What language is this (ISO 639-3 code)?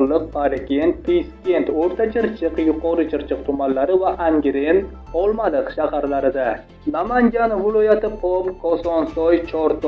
uzb